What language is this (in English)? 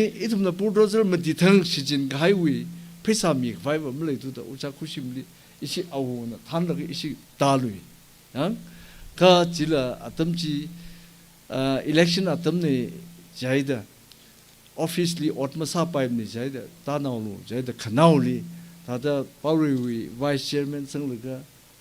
Tangkhul Naga (India)